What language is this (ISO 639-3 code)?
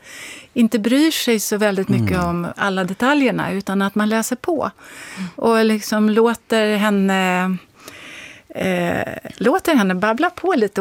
swe